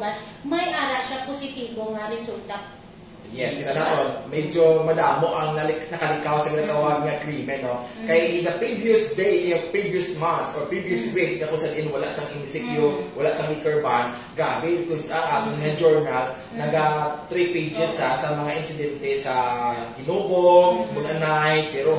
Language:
Hiligaynon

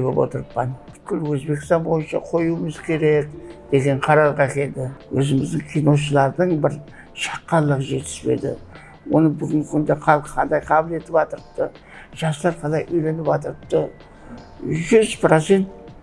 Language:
Kara-Kalpak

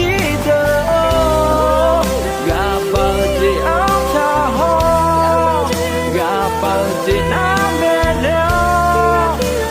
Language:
Akha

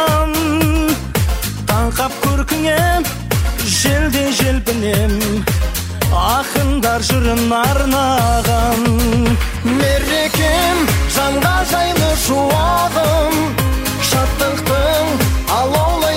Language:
Kazakh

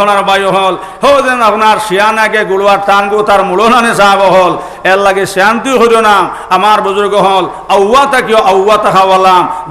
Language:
Sylheti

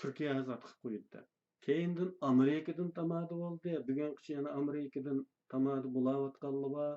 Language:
Uyghur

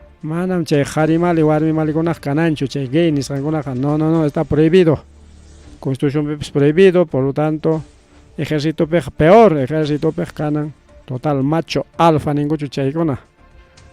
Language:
Ayacucho Quechua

